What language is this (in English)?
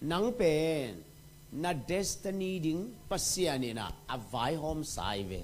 Tedim Chin